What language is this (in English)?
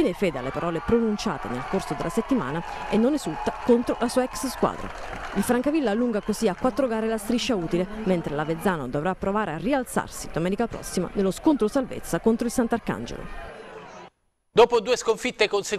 Italian